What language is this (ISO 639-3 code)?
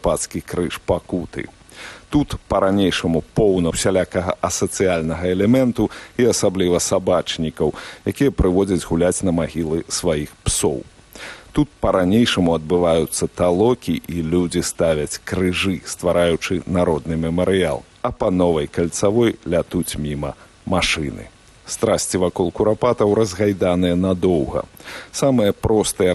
bel